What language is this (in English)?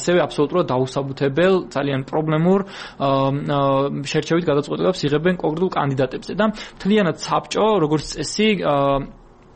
Georgian